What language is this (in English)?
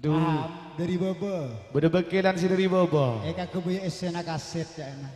Madurese